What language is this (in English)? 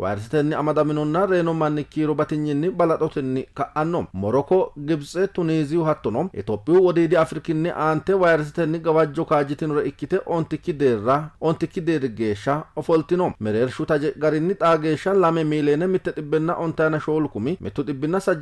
Sidamo